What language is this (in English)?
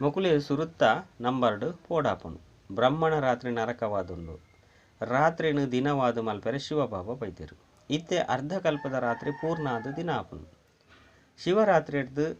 Tulu